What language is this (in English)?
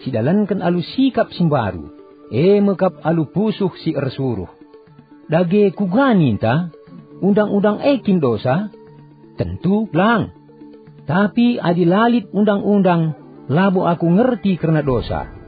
Batak Karo